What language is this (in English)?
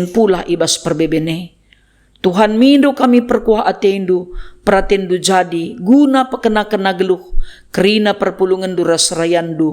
Batak Karo